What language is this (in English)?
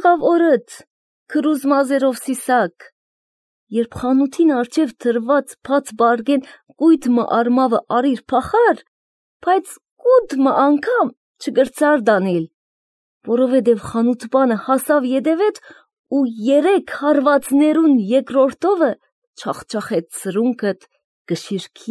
Armenian